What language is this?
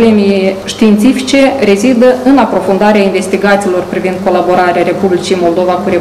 Romanian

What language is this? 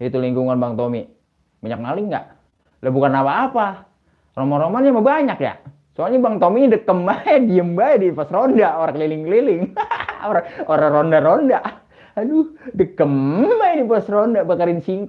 Betawi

